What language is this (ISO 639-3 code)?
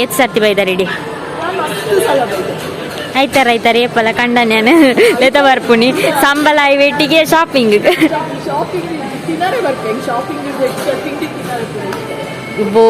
tcy